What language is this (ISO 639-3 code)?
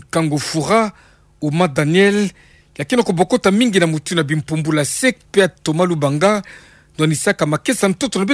ktu